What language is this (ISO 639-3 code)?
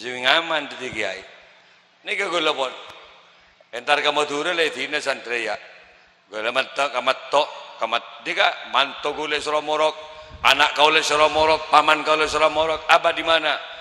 mad